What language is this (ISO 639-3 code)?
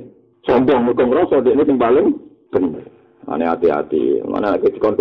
jav